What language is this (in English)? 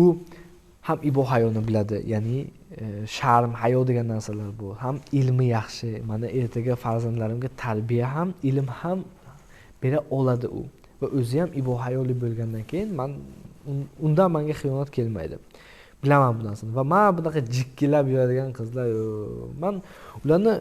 Uzbek